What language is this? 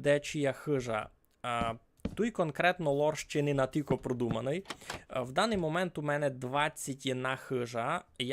Rusyn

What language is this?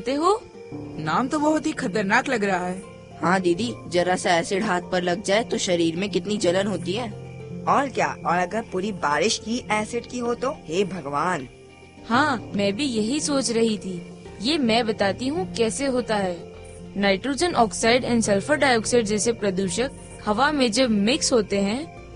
Hindi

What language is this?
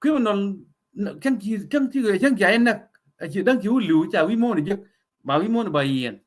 Nuer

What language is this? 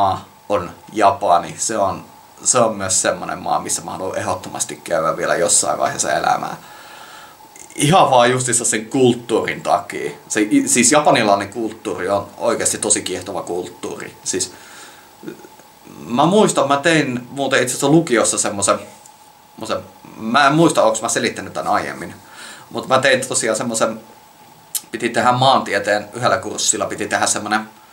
Finnish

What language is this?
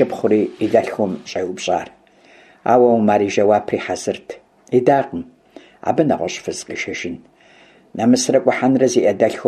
Kabardian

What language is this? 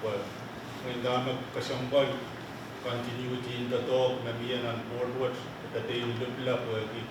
Pohnpeian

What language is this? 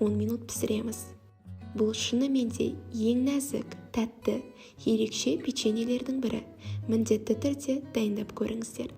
Kazakh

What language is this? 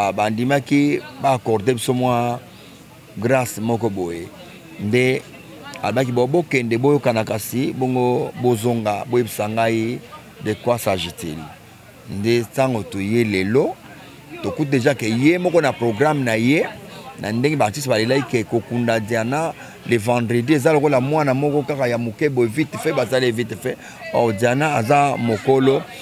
Lingala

